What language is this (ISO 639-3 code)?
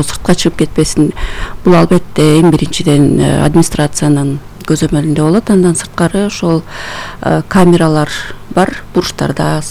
kir